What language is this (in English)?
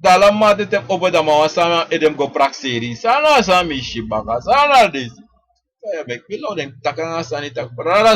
Sranan Tongo